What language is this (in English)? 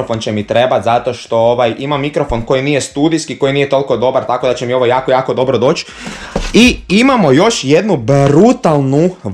Croatian